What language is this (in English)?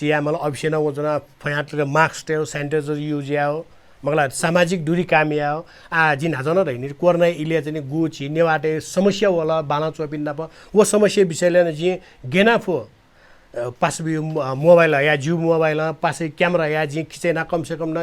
Newari